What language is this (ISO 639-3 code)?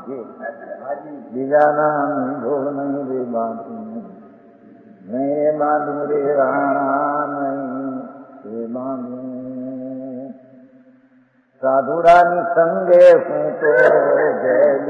guj